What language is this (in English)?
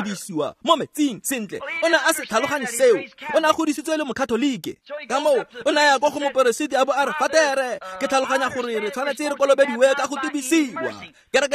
Tswana